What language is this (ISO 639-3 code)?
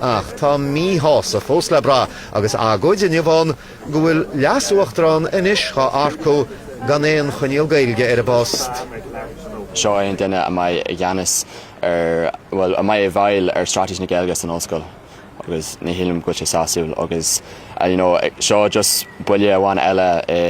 gle